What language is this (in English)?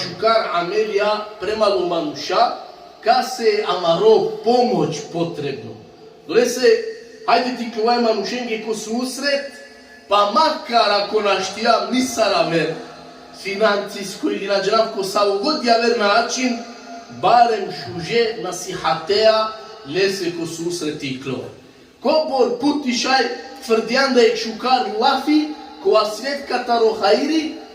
Balkan Romani